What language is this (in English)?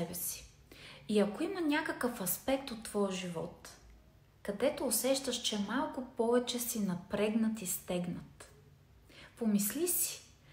Bulgarian